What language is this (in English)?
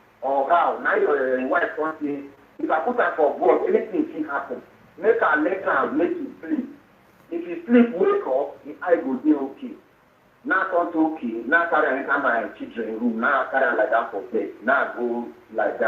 Nigerian Pidgin